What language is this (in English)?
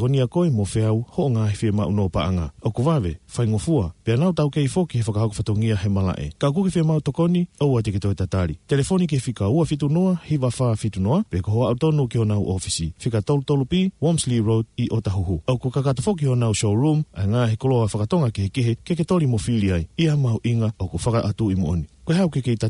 Tongan